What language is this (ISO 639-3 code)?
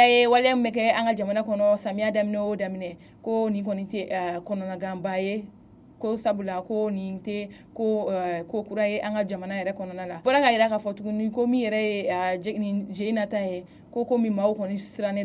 bam